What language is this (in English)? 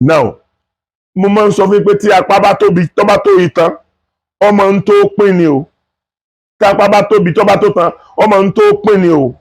Yoruba